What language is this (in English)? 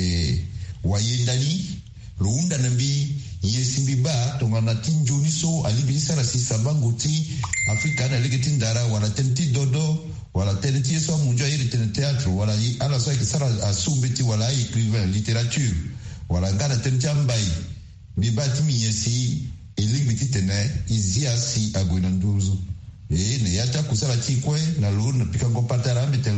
Sango